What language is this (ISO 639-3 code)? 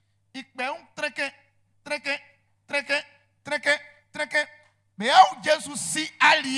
bci